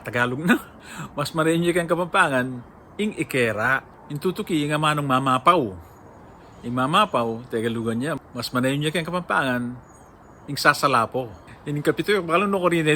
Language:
Pampanga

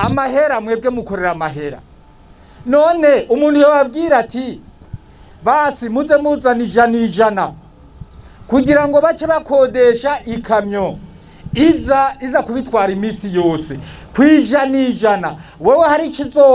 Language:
Rundi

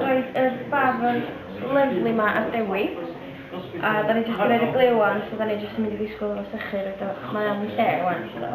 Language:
Welsh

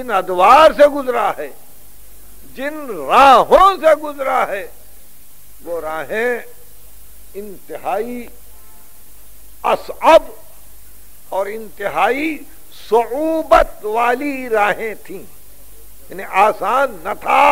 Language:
Urdu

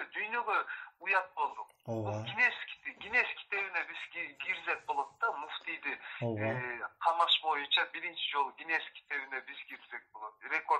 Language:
Kyrgyz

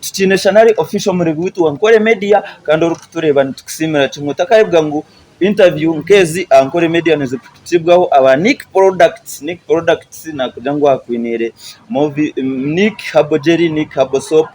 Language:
Nyankole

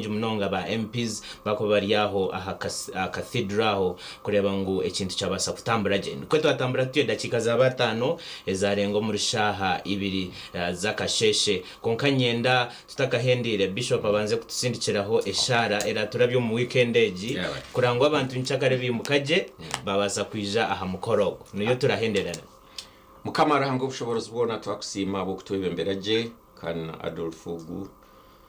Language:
Nyankole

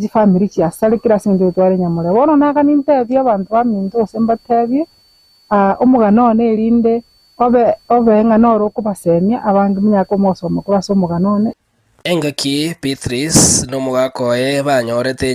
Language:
Gusii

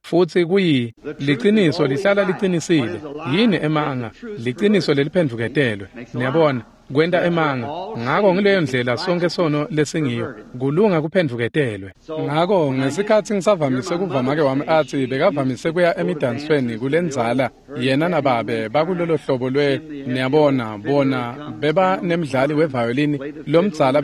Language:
Swati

